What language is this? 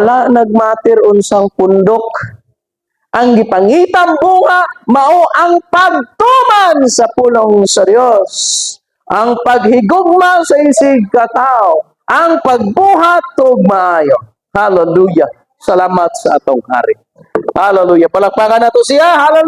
Cebuano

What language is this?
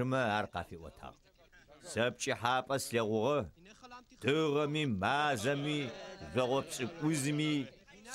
Adyghe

